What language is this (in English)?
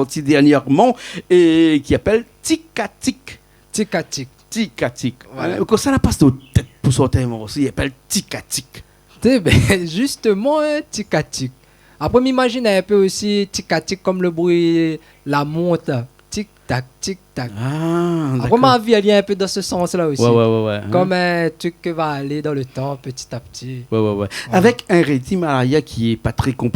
Réunion Creole French